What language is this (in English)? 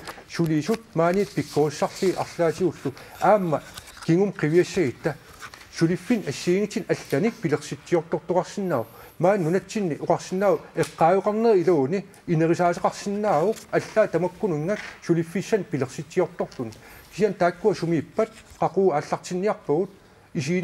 Kalaallisut